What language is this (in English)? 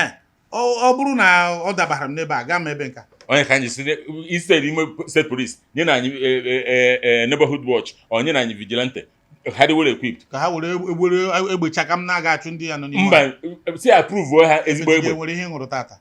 Igbo